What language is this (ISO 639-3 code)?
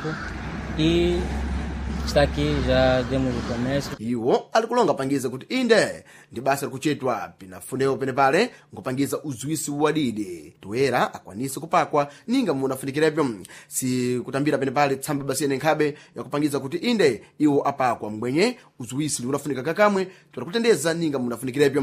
seh